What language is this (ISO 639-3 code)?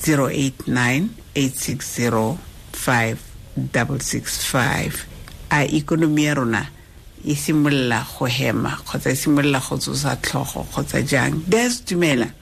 tsn